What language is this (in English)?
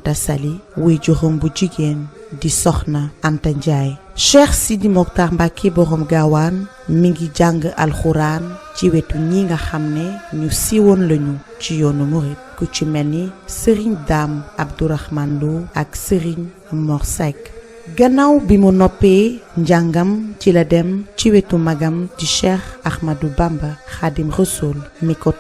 Wolof